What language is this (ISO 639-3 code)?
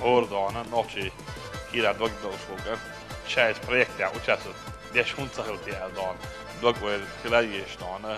che